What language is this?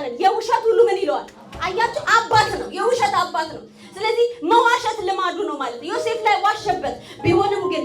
Amharic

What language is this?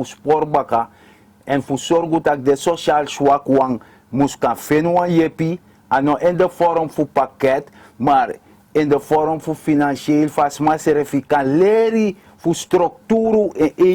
Sranan Tongo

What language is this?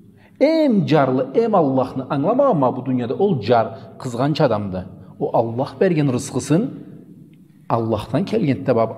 Karachay-Balkar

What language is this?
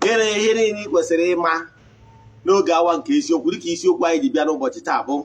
Igbo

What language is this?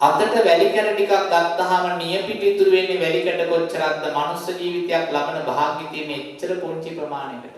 Sinhala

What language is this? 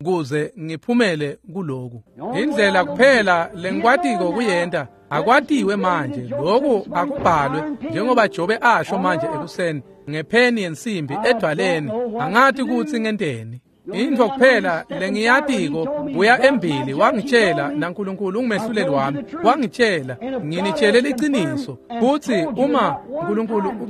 Swati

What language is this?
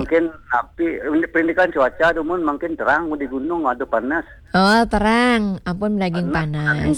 Balinese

